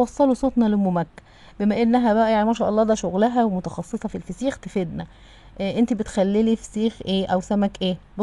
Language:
Egyptian Arabic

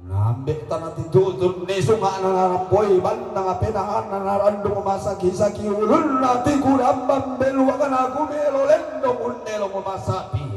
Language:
Toraja-Sa'dan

